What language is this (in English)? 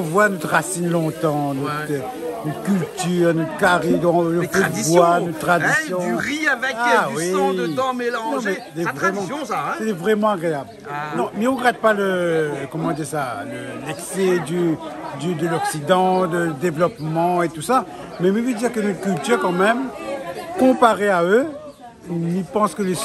Réunion Creole French